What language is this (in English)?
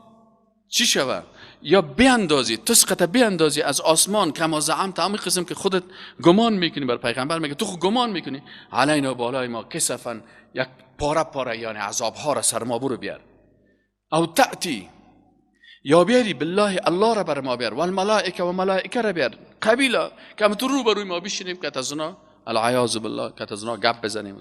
Persian